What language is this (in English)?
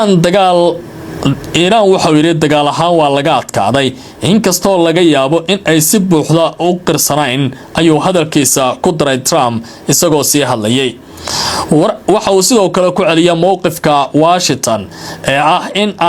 Somali